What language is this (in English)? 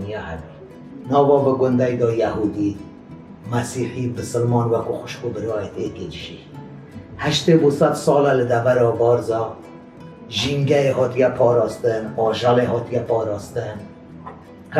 Kurdish